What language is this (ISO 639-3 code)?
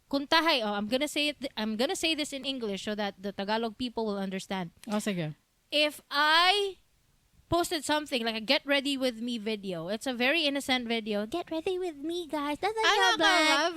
ceb